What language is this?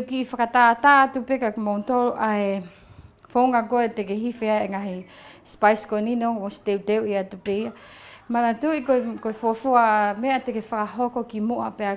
Tongan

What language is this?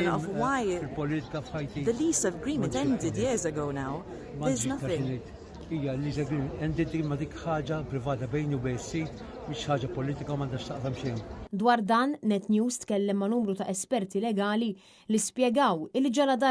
Maltese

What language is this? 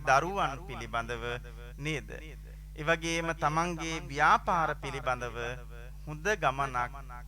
Sinhala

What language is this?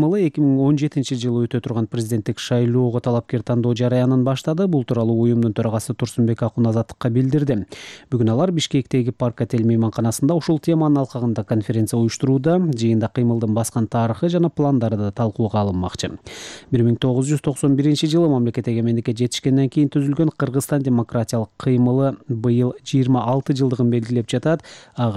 Kyrgyz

